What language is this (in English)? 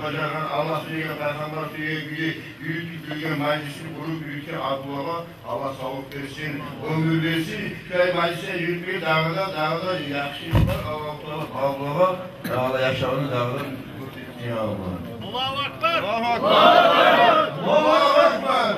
Kumyk